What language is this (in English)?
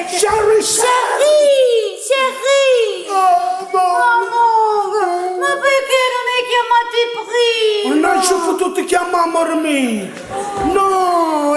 Neapolitan